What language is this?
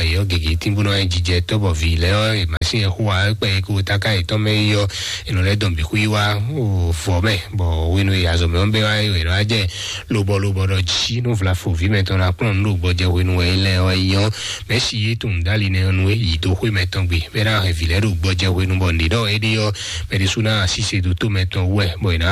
Fon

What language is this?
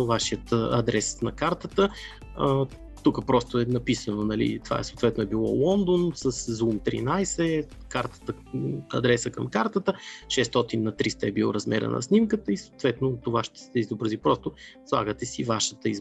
Bulgarian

